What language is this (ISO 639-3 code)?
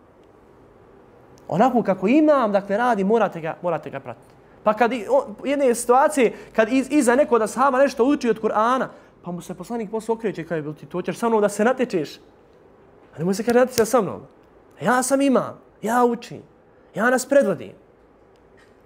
bos